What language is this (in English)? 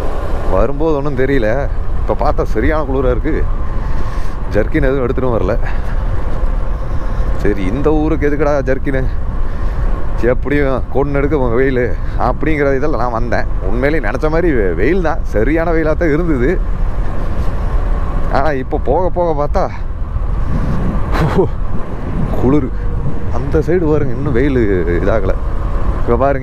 Tamil